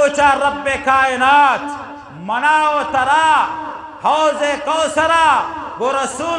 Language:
Eastern Balochi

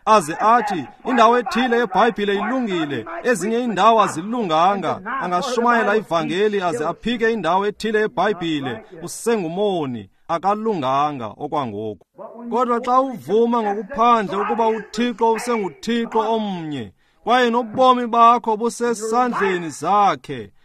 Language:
Xhosa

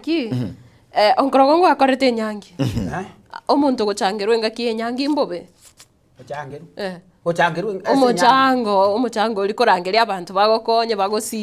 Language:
Gusii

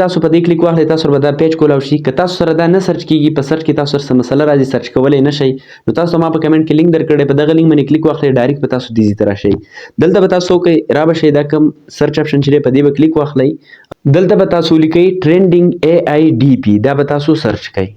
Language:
Pashto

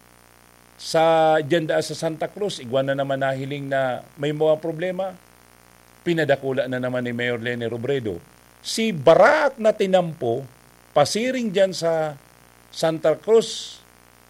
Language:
Bikol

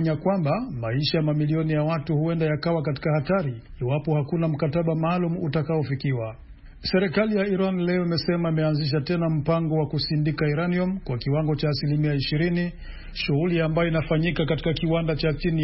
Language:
Swahili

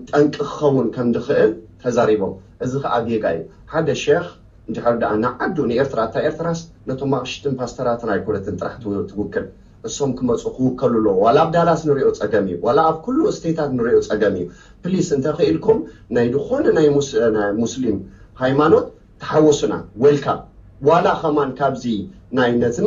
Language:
Tigrinya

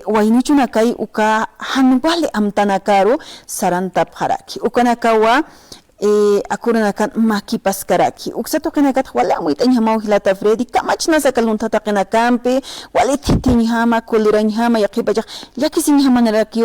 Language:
Aymara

